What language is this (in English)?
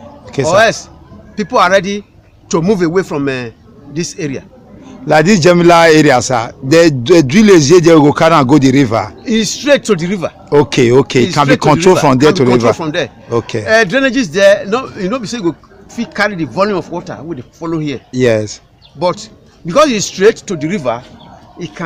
Nigerian Pidgin